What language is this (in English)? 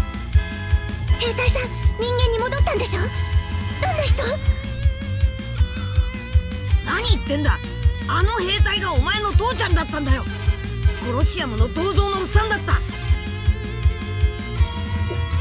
Japanese